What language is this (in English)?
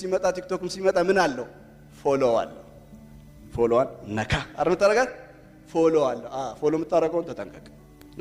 Amharic